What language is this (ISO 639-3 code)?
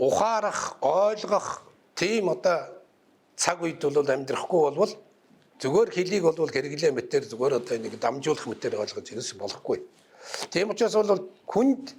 mon